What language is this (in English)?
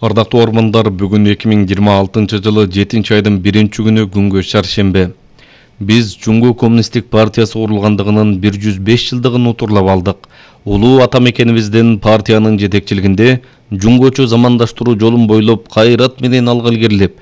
Kyrgyz